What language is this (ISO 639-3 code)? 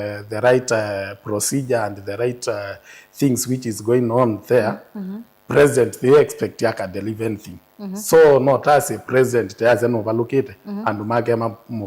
kam